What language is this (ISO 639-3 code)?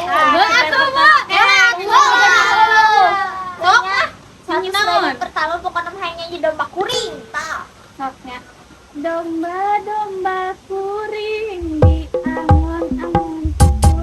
sun